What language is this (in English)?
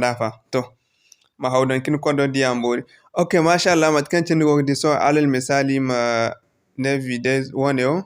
Zarma